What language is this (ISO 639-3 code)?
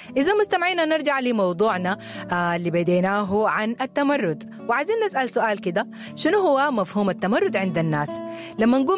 apd